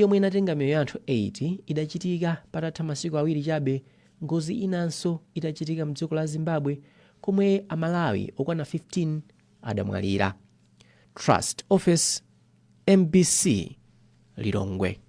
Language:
Nyanja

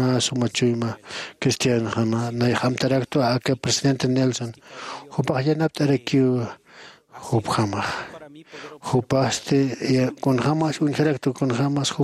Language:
Aymara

